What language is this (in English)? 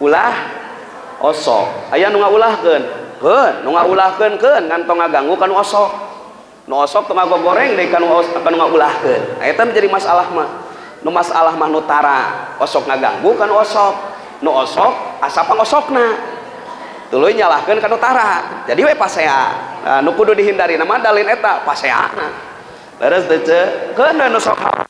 Sundanese